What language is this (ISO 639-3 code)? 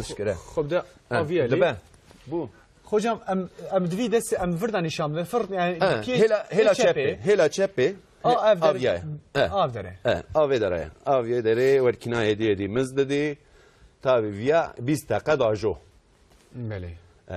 kur